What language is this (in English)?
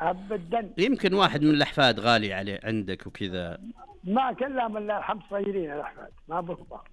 Najdi Arabic